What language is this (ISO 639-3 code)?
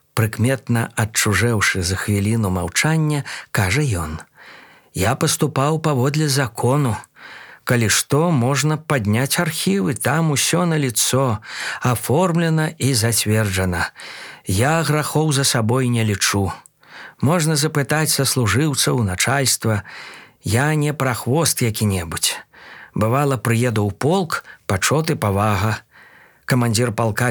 bel